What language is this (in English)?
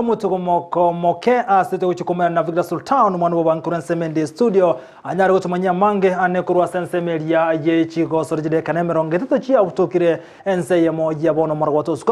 Gusii